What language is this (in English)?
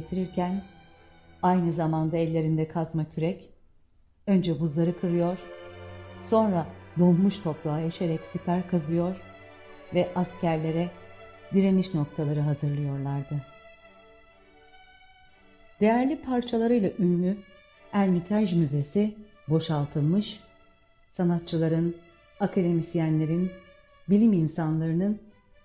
Turkish